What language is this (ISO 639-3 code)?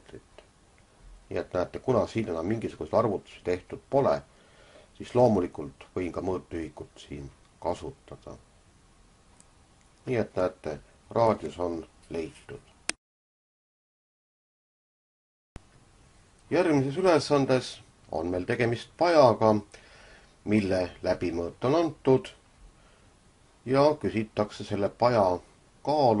est